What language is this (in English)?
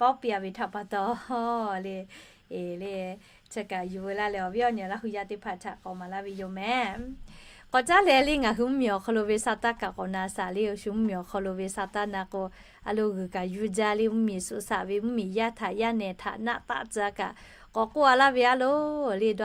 Lahu